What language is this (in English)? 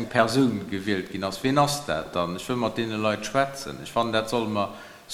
Luxembourgish